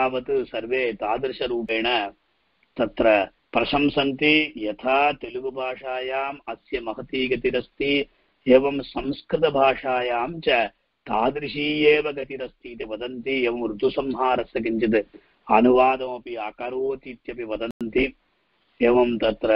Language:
Sanskrit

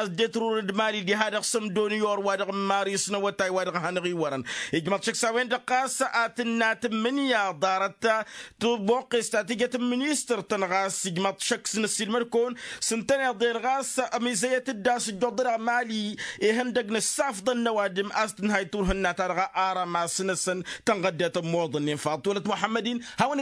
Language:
Tamasheq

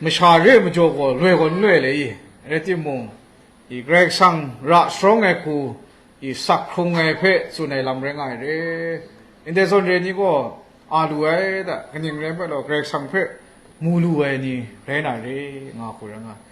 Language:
Kachin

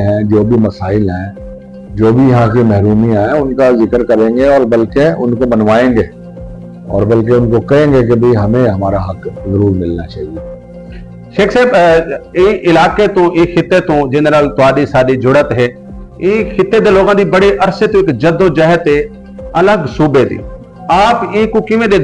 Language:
Saraiki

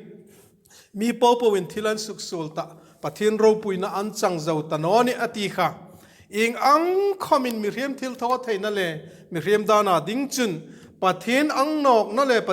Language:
Hmar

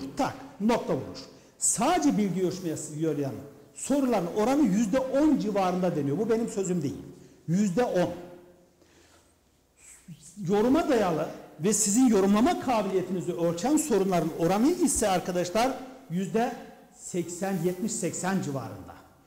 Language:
Turkish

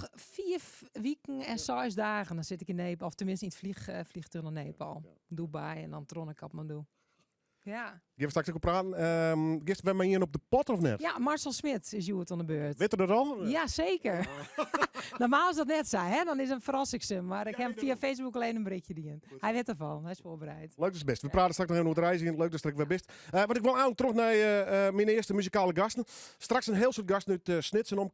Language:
Western Frisian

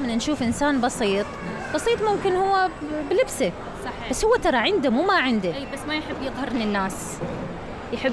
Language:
Mesopotamian Arabic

